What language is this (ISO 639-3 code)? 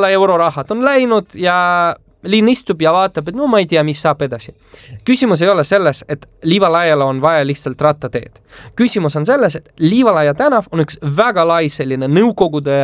est